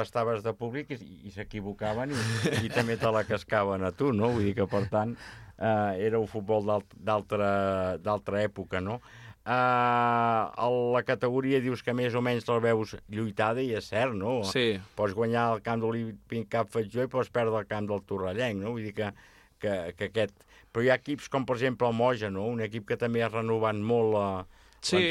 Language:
Catalan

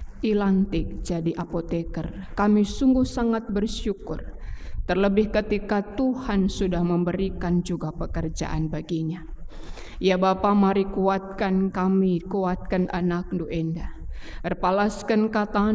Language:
Batak Karo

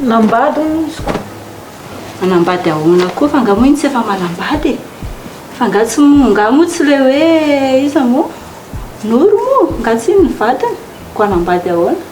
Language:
Malagasy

